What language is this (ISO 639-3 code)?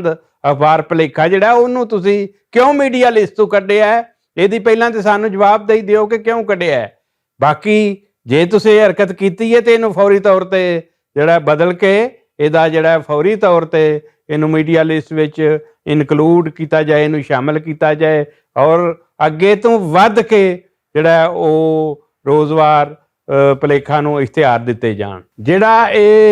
lah